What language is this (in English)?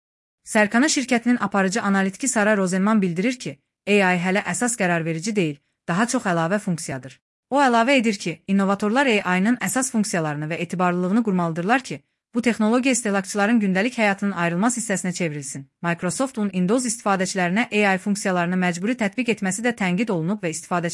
Azerbaijani